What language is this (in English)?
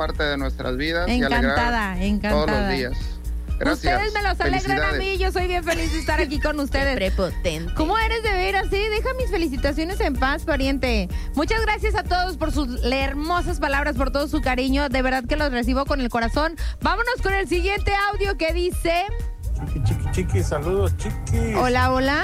Spanish